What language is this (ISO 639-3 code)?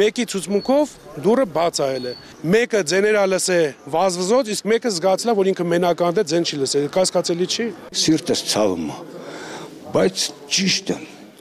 hye